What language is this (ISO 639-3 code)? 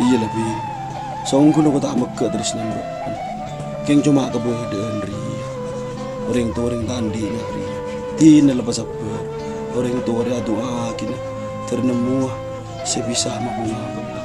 mad